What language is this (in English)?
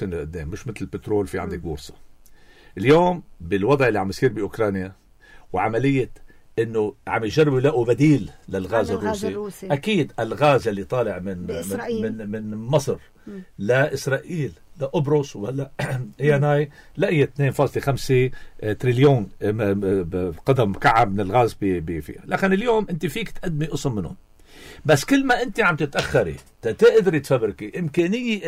North Levantine Arabic